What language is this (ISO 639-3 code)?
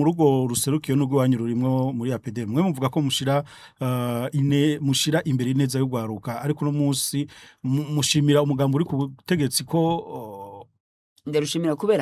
run